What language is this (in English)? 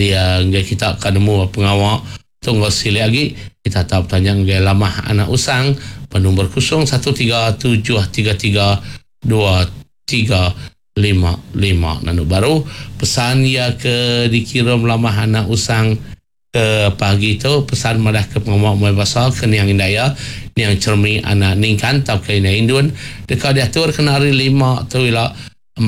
Iban